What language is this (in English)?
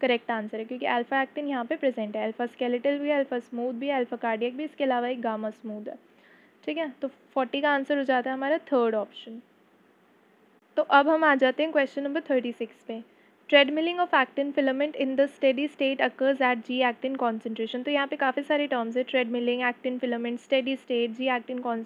Hindi